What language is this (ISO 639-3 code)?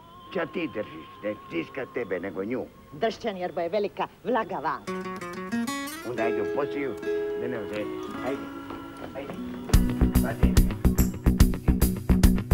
hrv